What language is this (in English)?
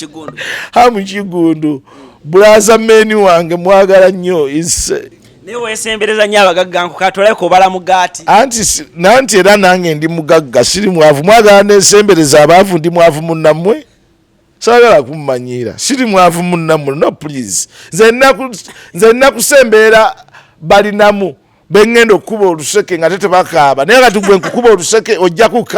Ganda